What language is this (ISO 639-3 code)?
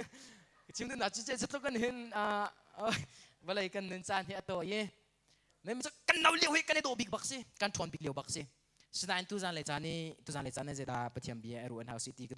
cnh